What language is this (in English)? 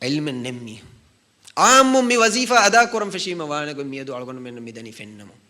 Divehi